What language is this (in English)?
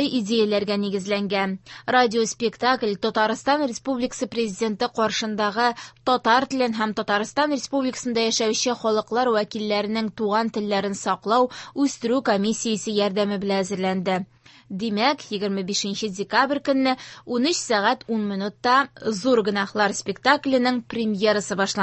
Tatar